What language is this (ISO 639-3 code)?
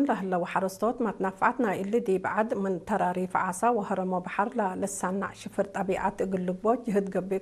tig